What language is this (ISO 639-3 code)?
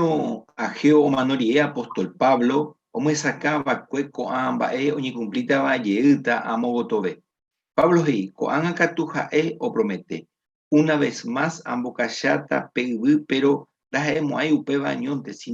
grn